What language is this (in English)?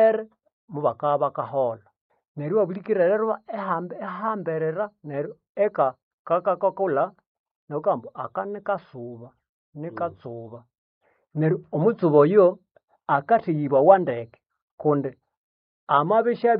Nande